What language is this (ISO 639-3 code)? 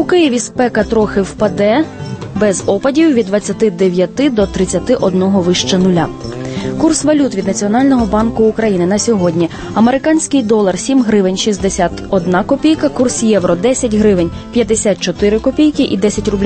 ukr